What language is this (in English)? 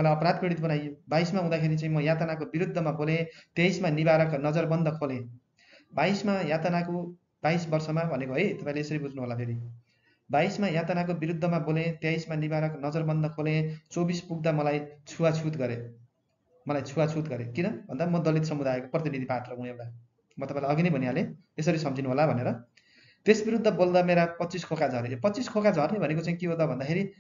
Nepali